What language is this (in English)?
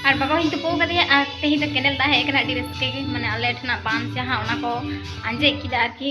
Santali